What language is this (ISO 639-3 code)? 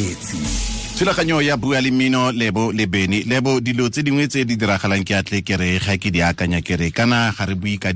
tsn